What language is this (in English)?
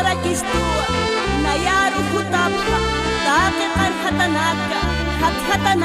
Aymara